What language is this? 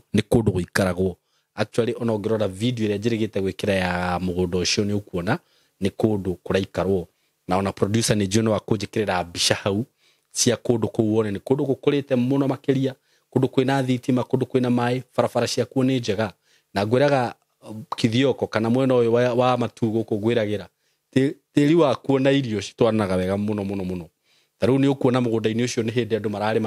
Kikuyu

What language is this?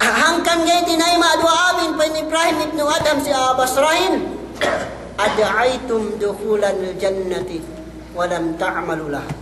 Yakan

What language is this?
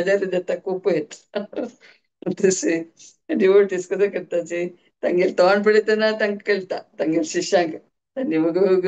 Konkani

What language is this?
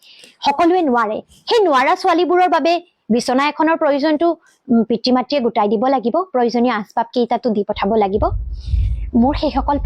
Assamese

